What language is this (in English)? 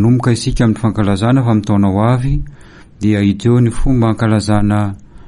Malagasy